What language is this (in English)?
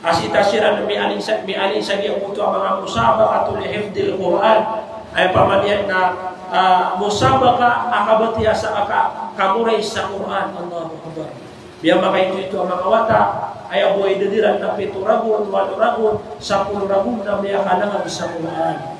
Maranao